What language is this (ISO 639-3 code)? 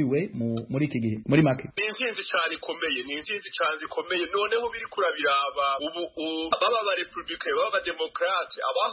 kin